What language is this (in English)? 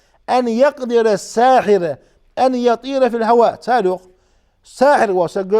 Ingush